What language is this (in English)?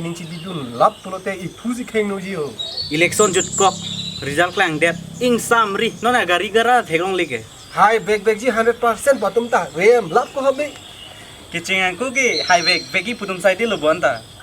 Karbi